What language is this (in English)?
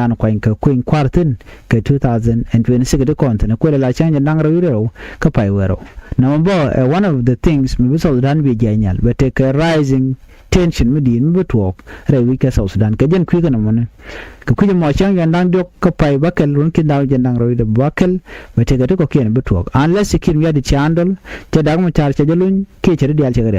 Nuer